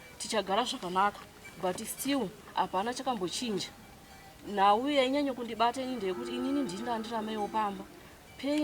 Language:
Shona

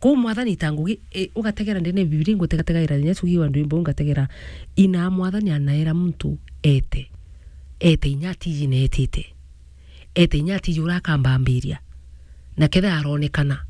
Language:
Meru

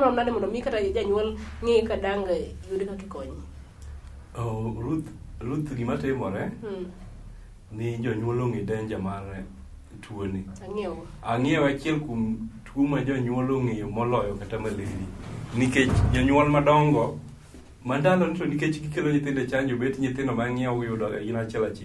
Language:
Luo (Kenya and Tanzania)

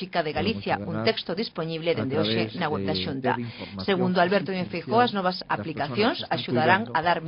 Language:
Galician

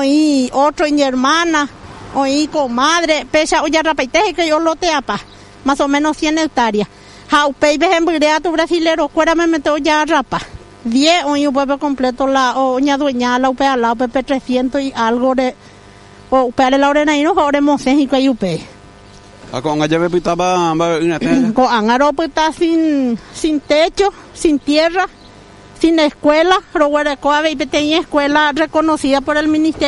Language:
Guarani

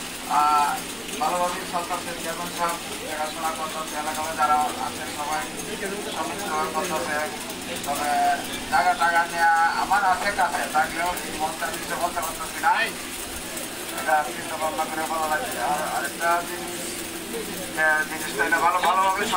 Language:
Bangla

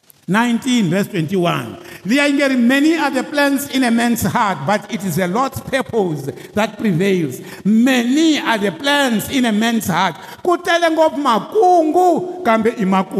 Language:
Tsonga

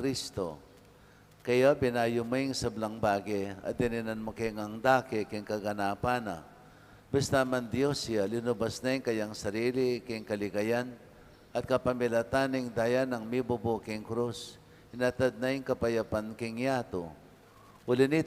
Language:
Pampanga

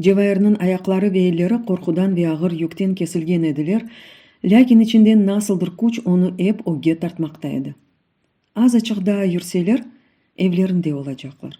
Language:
Crimean Tatar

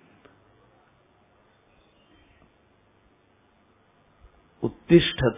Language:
Marathi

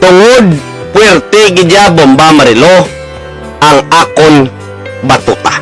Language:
Hiligaynon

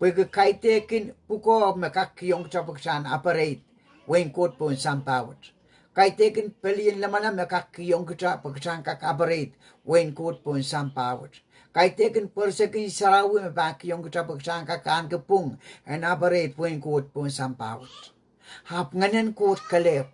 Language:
Pohnpeian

